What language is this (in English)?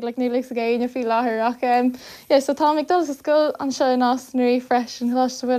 Irish